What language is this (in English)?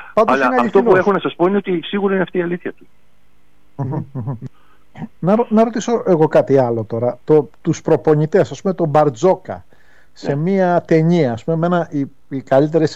Greek